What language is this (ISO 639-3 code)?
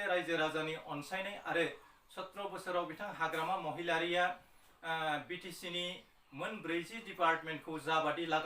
brx